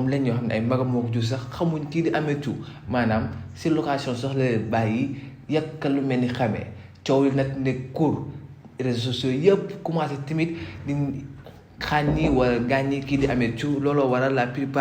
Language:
Wolof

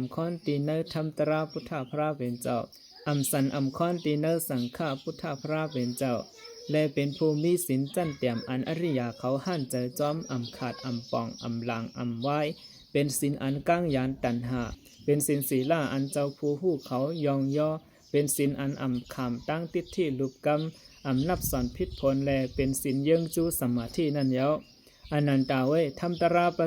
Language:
Shan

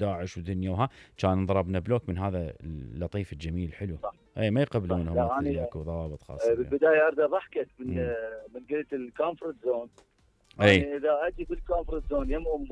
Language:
Mesopotamian Arabic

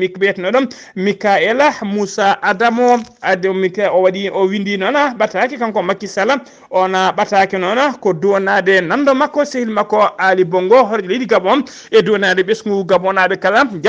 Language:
Fula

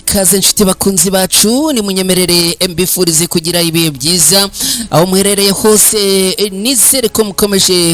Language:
Kinyarwanda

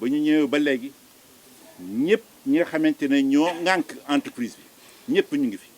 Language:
Wolof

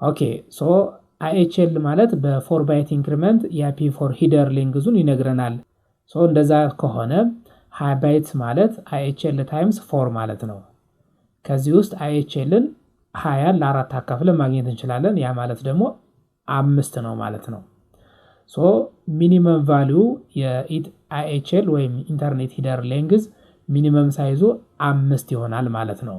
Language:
Amharic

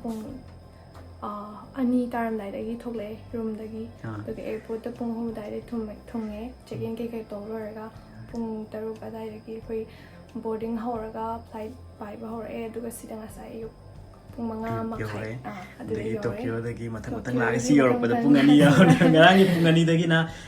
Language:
Manipuri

